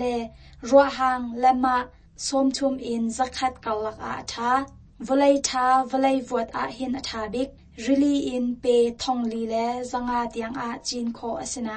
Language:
Hakha Chin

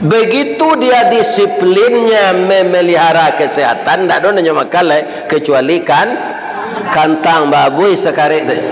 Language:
Minangkabau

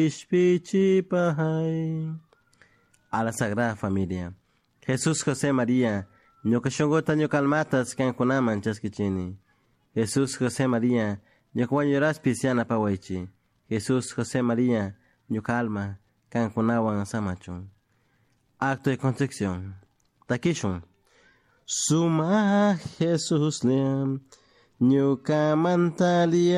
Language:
Chimborazo Highland Quichua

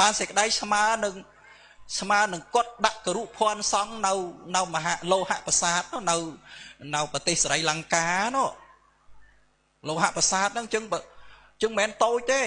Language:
Khmer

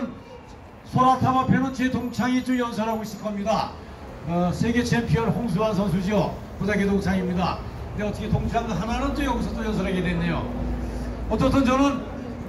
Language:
Korean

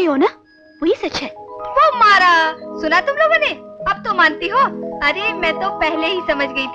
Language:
Hindi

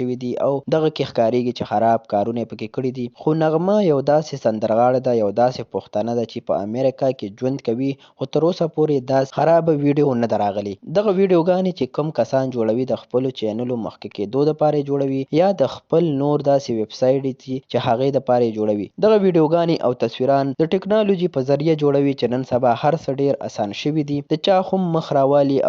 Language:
Pashto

